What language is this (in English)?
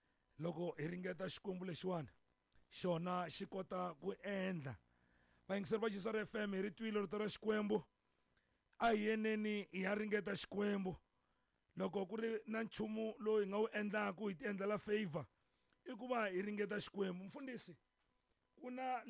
Tsonga